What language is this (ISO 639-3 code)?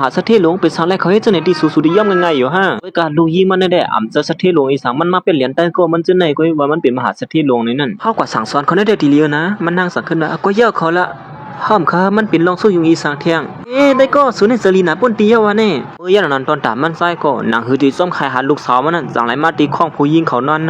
shn